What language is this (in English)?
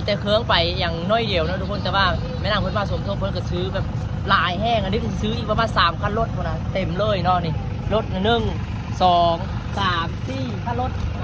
Lao